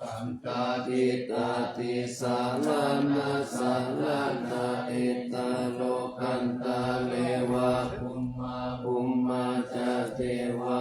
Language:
Pali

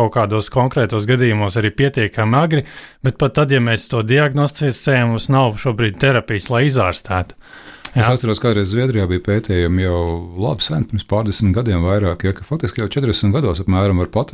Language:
Latvian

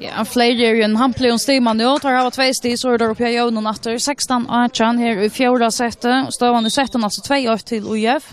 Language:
Faroese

